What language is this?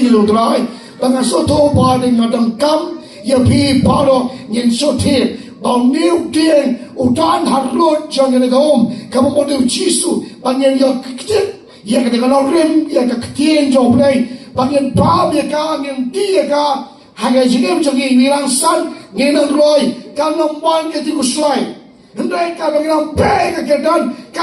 Khasi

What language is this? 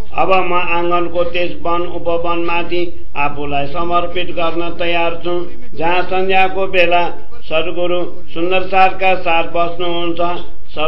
Nepali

